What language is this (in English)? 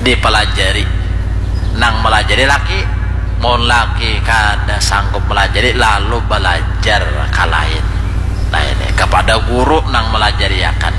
Banjar